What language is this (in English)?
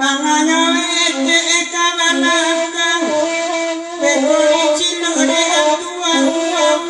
Minangkabau